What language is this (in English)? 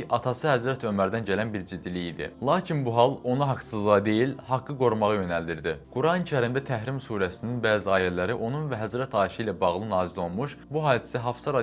Azerbaijani